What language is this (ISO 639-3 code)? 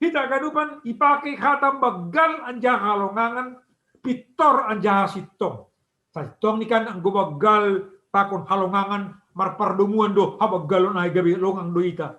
bts